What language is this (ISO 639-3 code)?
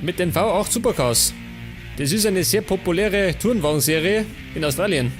bar